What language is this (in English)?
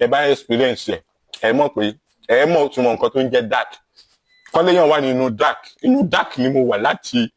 Yoruba